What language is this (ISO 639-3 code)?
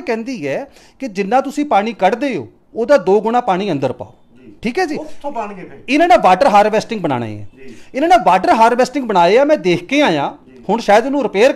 pan